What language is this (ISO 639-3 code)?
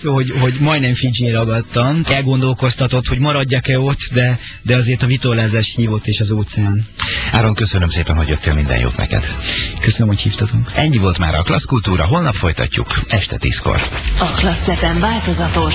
hun